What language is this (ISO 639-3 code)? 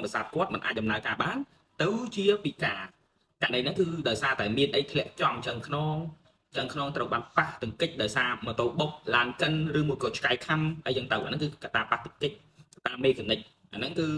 khm